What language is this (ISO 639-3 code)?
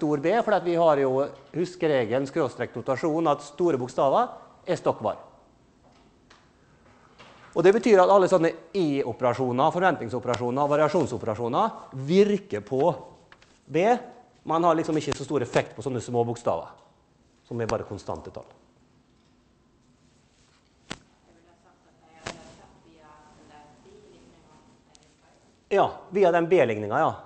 nor